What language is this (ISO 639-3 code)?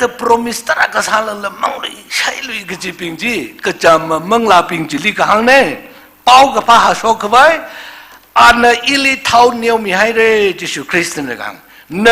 nmf